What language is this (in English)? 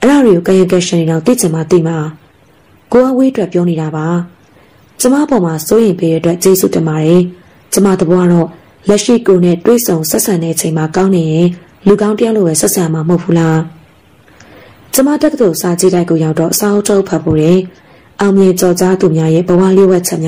Burmese